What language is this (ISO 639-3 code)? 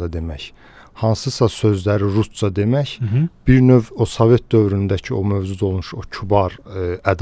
aze